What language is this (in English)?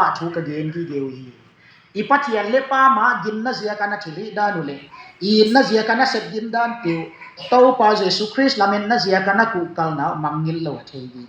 Tedim Chin